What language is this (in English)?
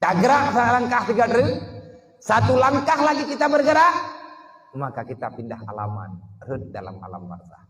Achinese